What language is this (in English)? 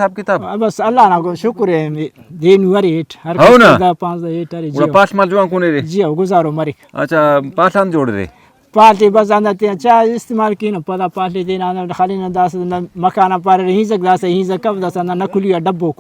Brahui